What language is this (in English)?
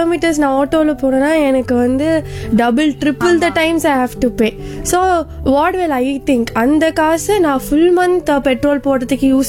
Tamil